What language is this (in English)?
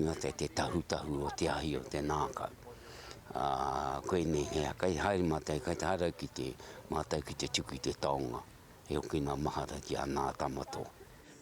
Māori